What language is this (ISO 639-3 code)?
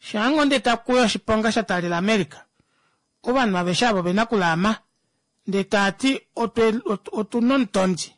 kua